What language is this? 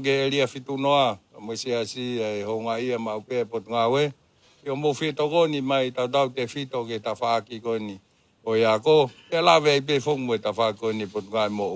Tongan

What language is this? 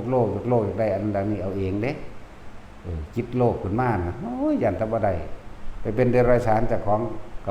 Northeastern Thai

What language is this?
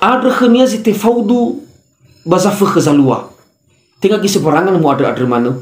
Nias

